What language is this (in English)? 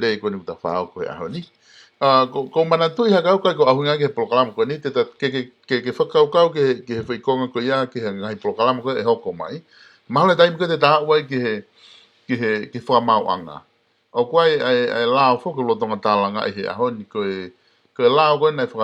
Tongan